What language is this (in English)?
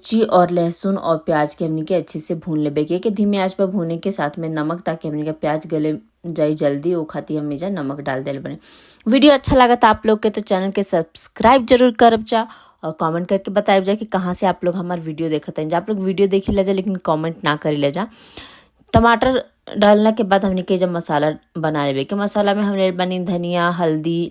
Bhojpuri